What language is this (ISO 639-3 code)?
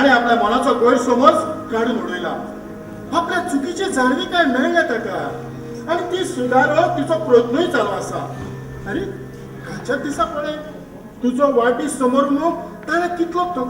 kok